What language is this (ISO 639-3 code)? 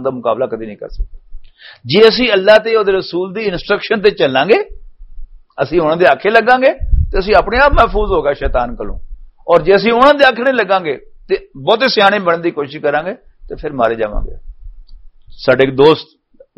lah